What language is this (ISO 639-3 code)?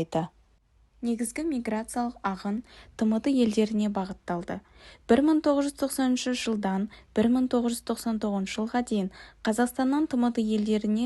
kaz